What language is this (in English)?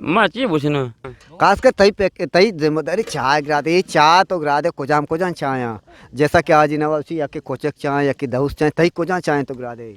Eastern Balochi